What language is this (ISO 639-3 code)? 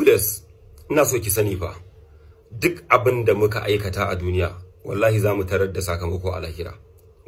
hau